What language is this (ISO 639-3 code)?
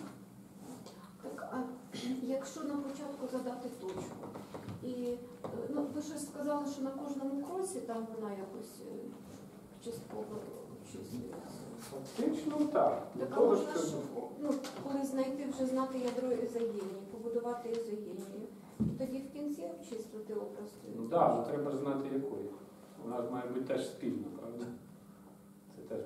ukr